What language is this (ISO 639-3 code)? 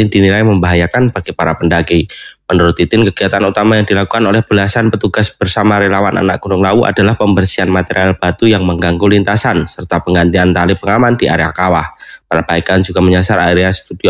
ind